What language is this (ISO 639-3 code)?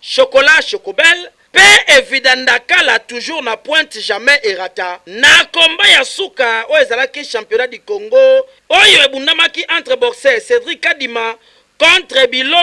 lin